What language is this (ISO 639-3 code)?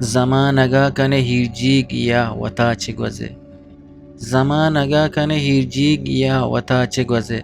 bgp